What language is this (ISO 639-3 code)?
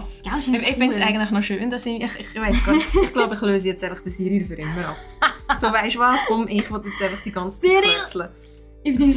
gsw